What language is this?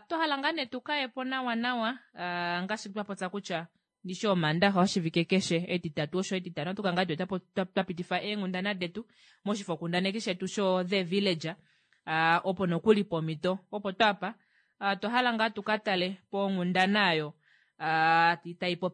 Kuanyama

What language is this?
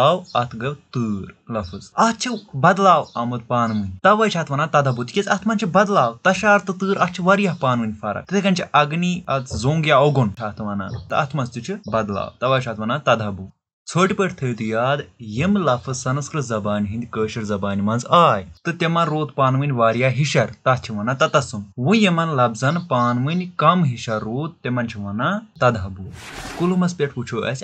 Kashmiri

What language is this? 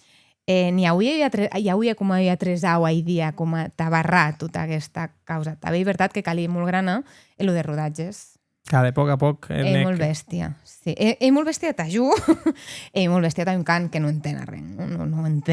Occitan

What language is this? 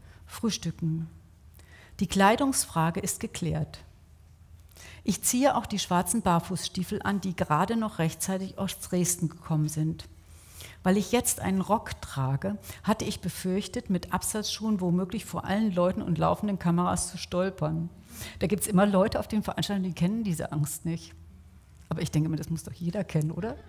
German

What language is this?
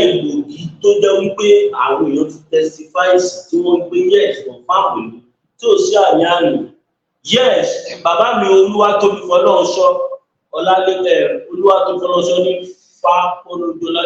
Yoruba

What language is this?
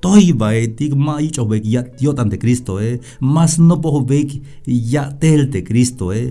Tzeltal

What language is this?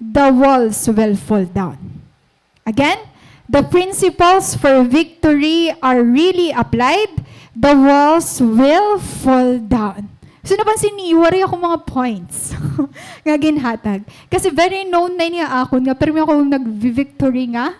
Waray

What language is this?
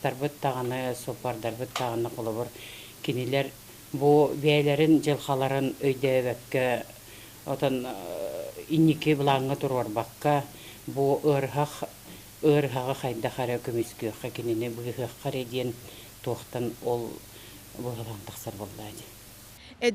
Yakut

